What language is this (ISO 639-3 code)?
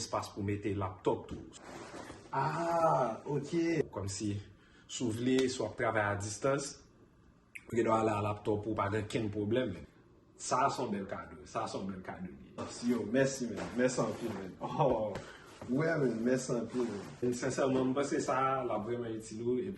hat